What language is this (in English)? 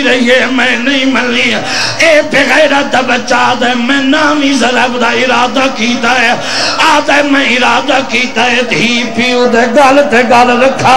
Saraiki